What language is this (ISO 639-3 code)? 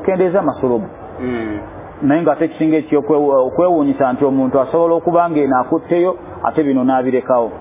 lug